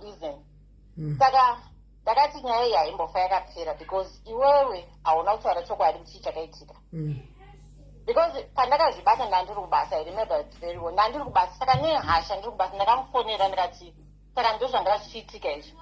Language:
Shona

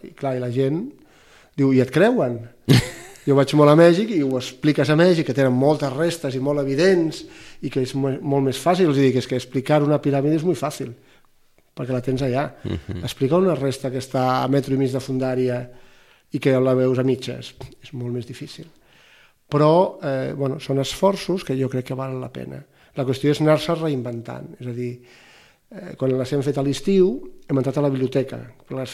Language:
Catalan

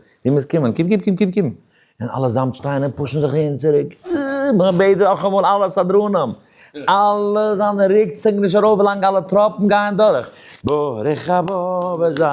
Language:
Yiddish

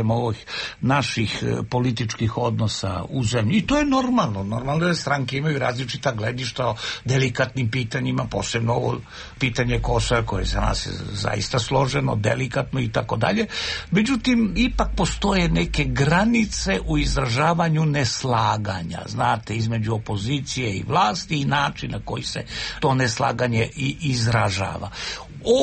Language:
Serbian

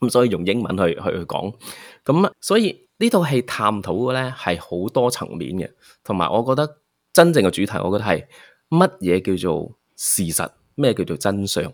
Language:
Cantonese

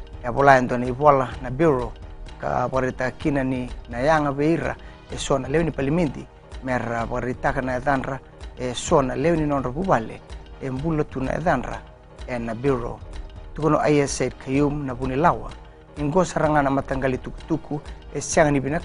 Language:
Fijian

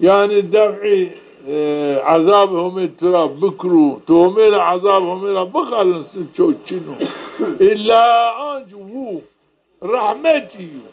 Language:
Zaza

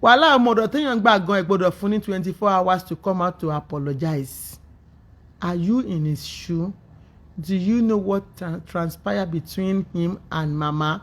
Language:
Yoruba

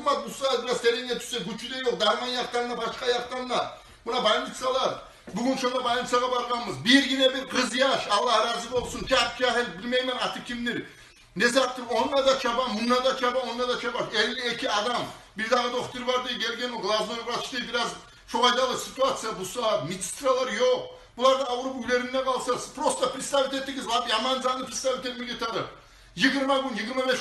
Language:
Kumyk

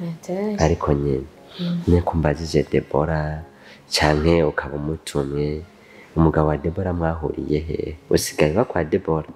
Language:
Rundi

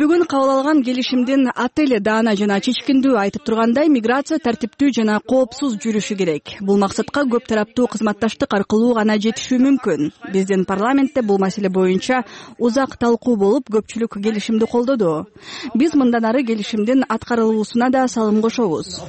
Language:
Kyrgyz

